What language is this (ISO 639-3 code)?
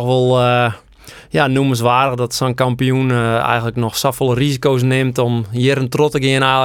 fry